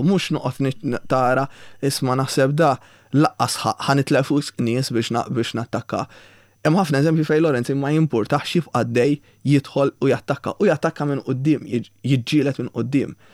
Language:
Maltese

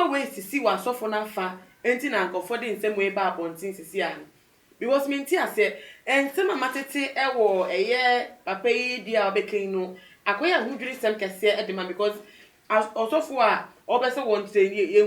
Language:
Akan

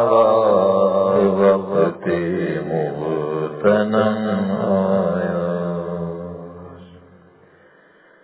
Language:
Urdu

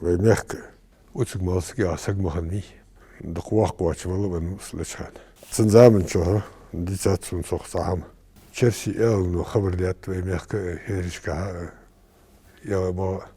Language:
Ingush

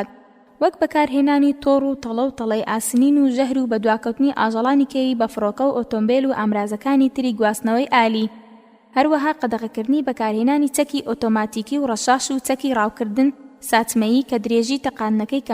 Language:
Central Kurdish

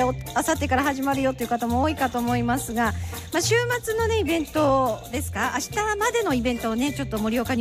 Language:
Japanese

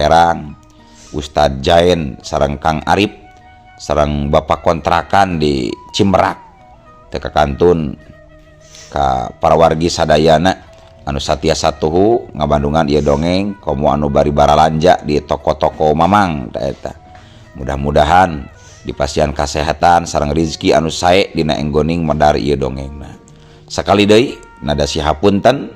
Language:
Sundanese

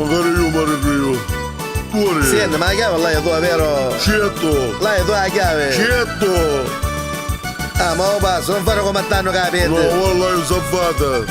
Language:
Neapolitan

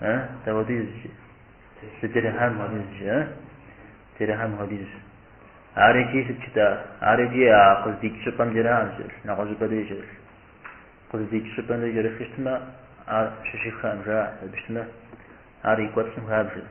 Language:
Kabardian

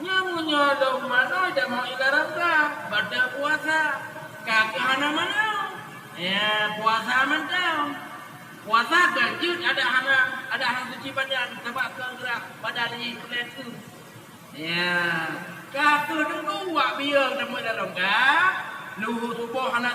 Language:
Achinese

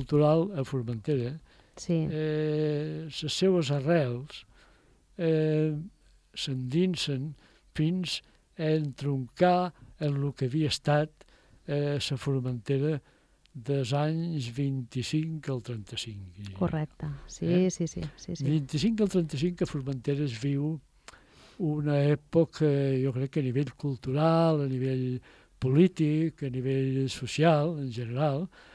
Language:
Catalan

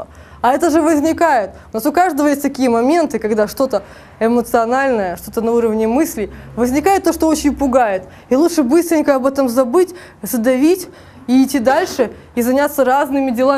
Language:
Russian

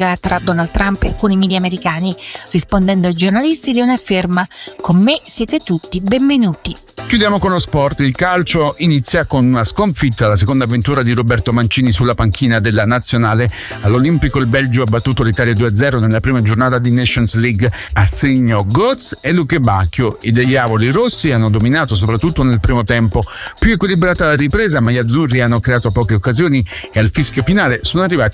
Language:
Italian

